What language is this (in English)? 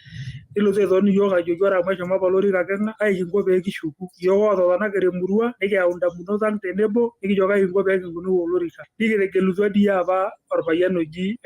Masai